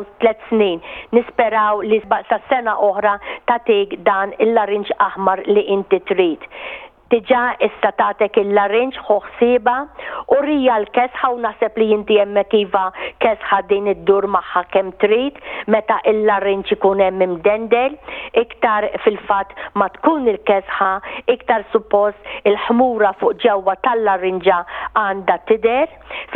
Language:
Maltese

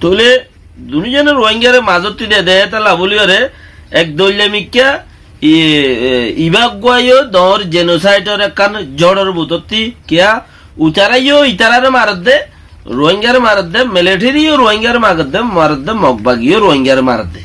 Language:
Rohingya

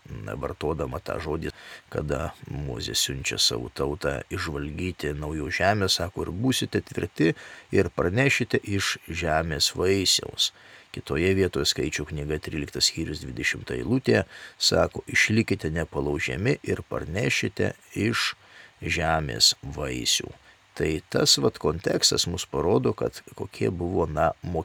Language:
Lithuanian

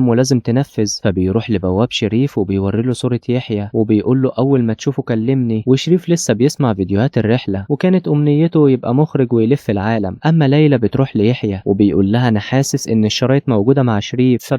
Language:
Egyptian Arabic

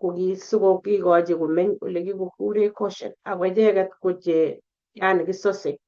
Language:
Kalenjin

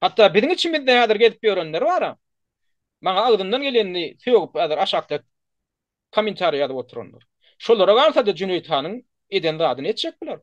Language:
Turkmen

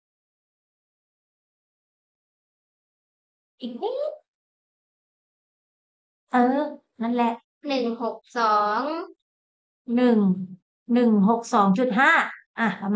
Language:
Thai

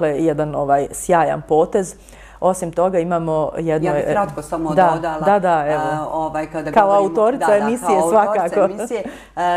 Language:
Bosnian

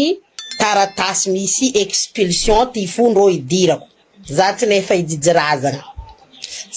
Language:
Malagasy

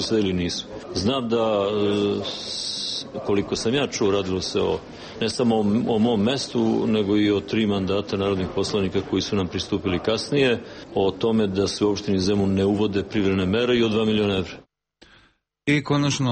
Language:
Serbian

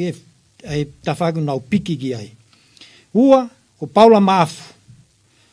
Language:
Tongan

